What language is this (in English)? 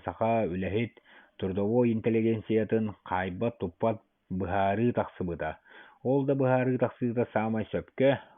Yakut